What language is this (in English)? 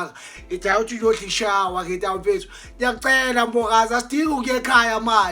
Zulu